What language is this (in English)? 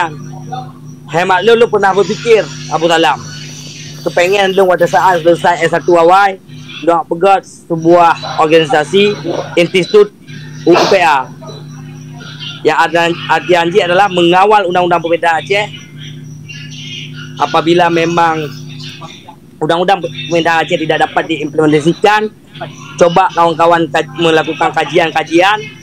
Achinese